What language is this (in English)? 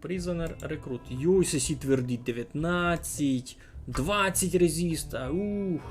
Rusyn